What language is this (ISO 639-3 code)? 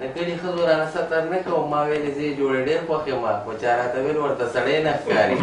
pus